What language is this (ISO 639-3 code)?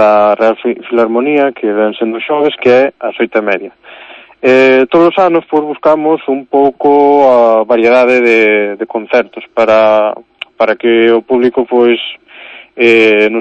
glg